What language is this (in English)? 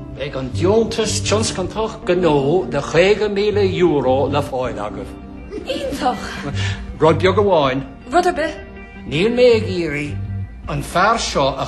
Irish